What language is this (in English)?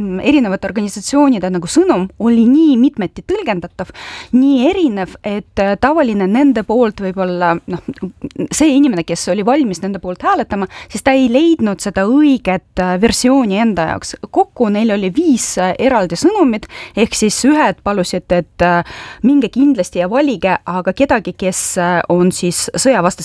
Estonian